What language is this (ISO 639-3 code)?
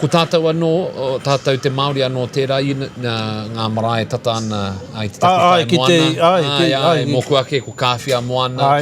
mri